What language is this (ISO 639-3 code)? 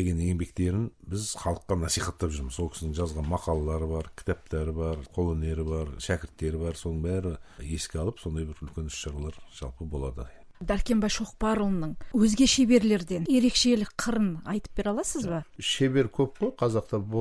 kaz